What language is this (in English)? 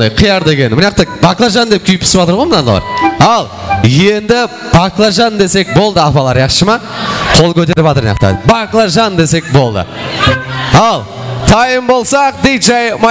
Kara-Kalpak